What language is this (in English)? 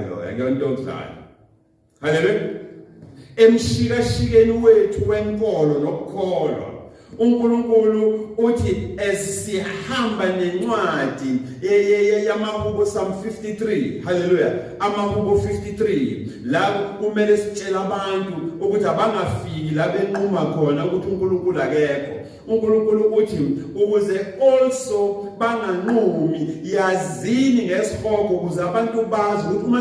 Zulu